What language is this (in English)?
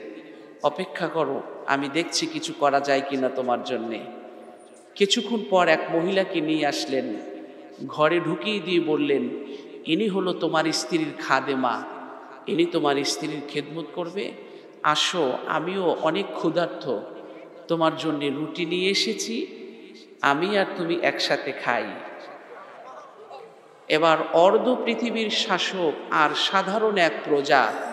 Bangla